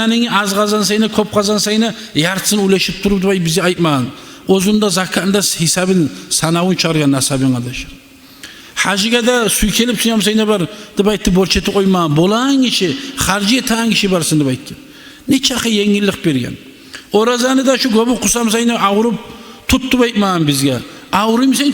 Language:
Kumyk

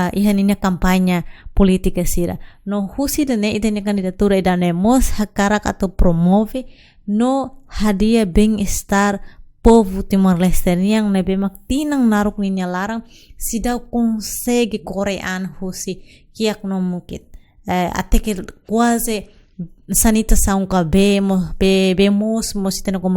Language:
Tetum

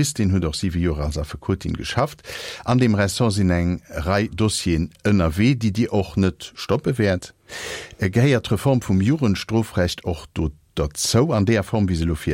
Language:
Luxembourgish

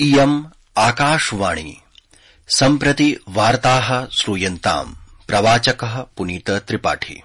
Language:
Sanskrit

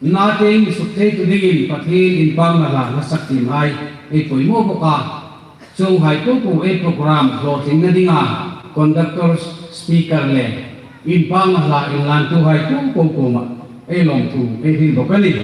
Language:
Hmar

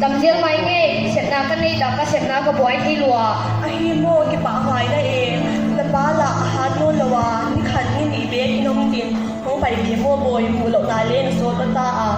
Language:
Paite Chin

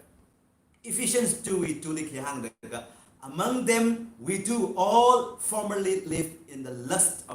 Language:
Tangkhul Naga (India)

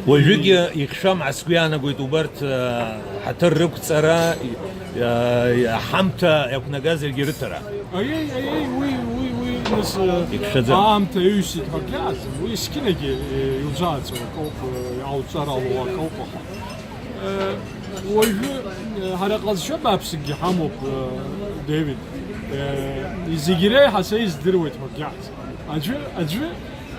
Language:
Abkhazian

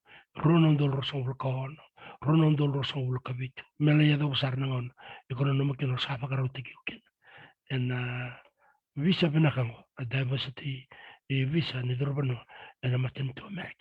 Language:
Fijian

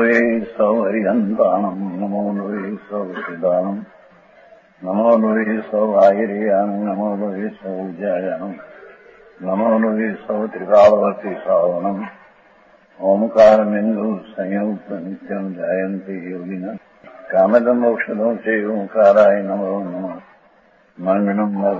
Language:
Gujarati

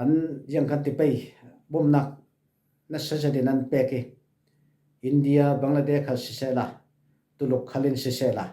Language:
Falam Chin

